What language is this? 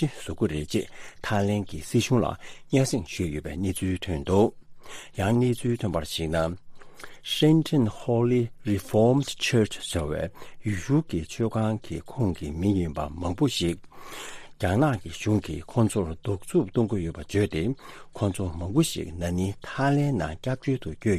Tibetan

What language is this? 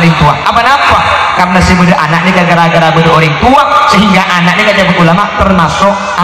Madurese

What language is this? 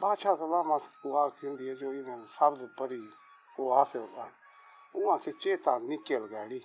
Saraiki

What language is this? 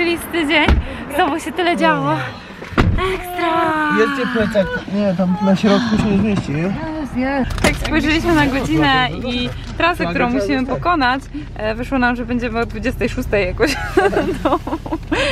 Polish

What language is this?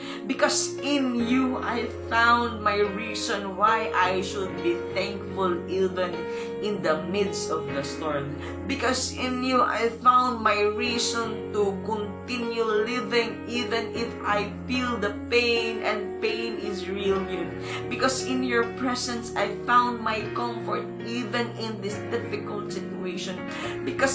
Cebuano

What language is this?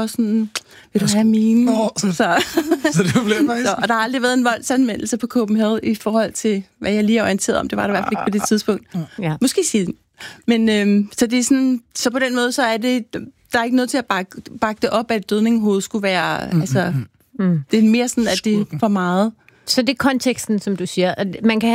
Danish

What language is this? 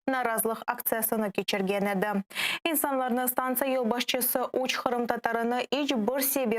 Crimean Tatar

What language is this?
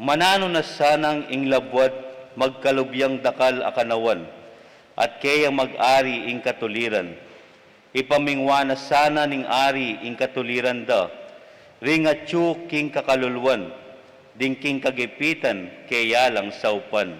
Pampanga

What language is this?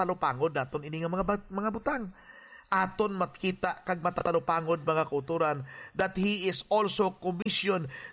Hiligaynon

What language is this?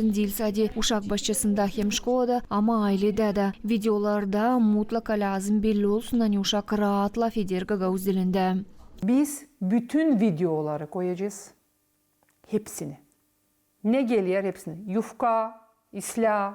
Gagauz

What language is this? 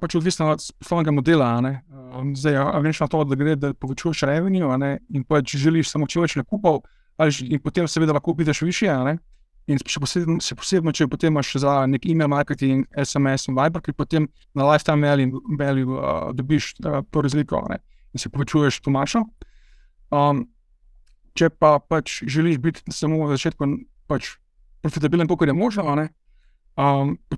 Slovenian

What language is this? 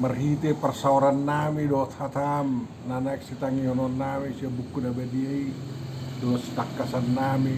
Batak Toba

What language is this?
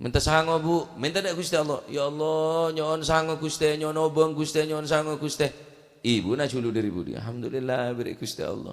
Madurese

